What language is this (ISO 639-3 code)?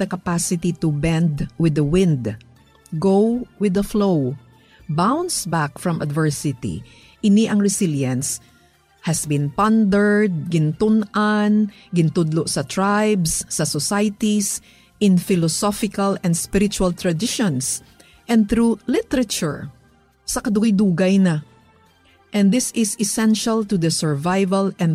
hil